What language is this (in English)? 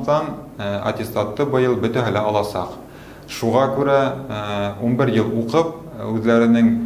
Bashkir